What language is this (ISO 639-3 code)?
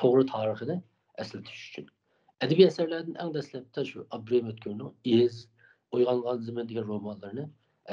uig